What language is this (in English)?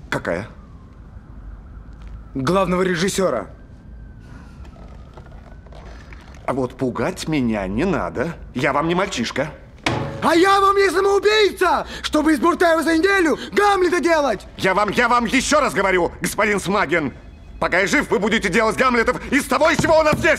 Russian